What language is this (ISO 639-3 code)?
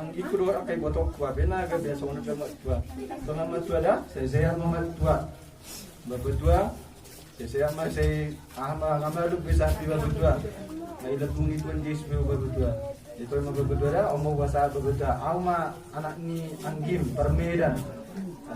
bbc